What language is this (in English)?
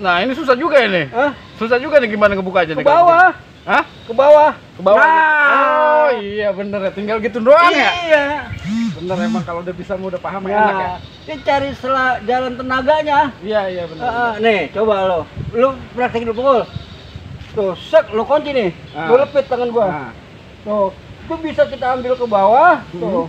Betawi